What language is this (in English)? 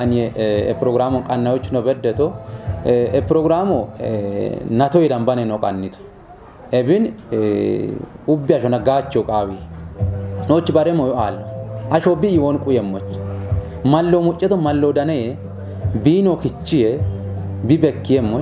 Kafa